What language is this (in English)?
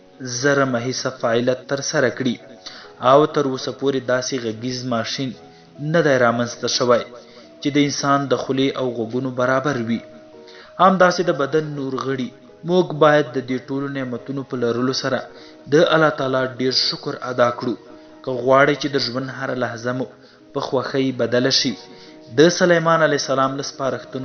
Pashto